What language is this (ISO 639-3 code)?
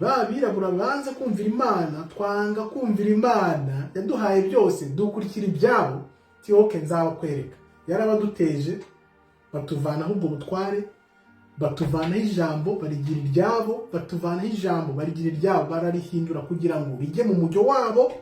kin